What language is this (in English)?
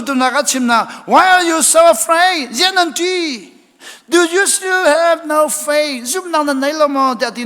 Hakha Chin